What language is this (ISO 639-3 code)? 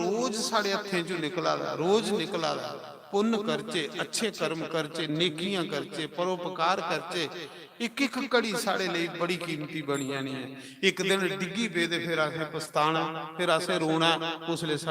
doi